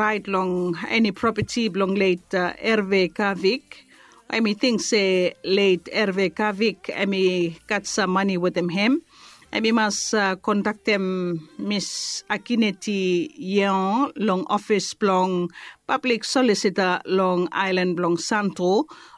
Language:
Bislama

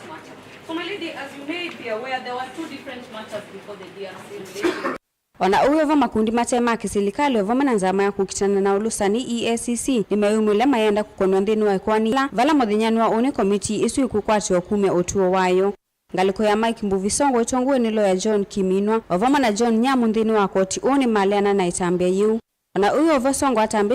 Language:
Kamba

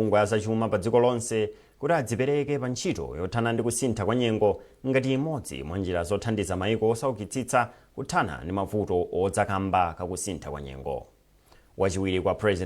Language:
Nyanja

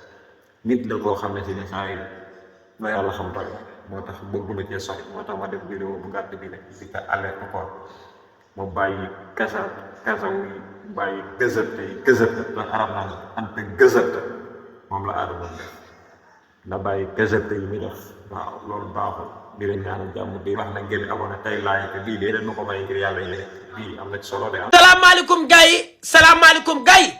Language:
Wolof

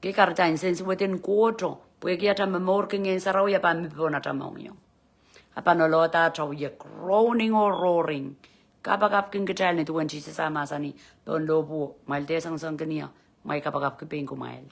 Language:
Pohnpeian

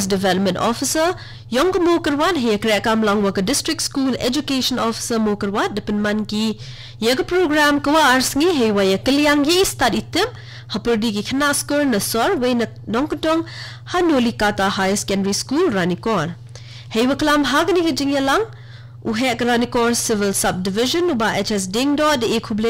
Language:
Khasi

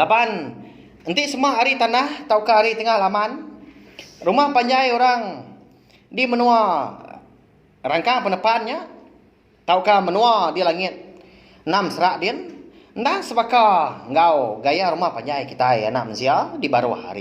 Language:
Iban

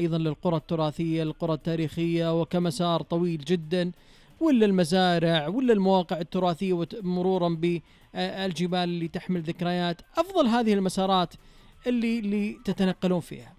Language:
Najdi Arabic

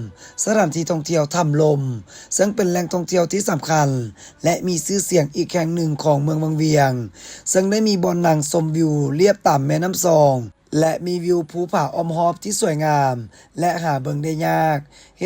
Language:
Lao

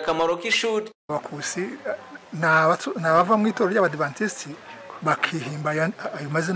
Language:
Kinyarwanda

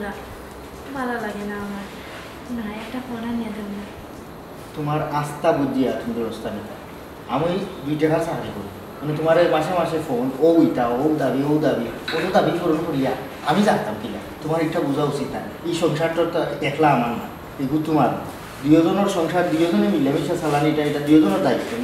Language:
Sylheti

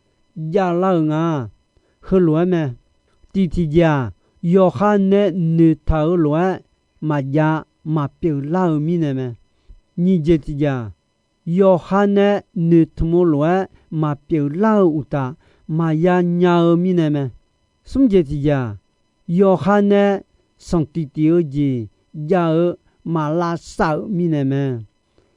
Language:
Akha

